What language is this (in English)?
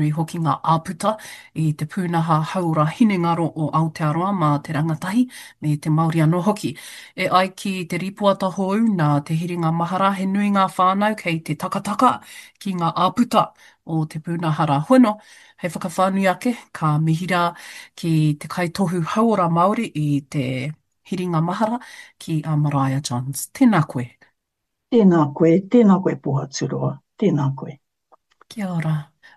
Māori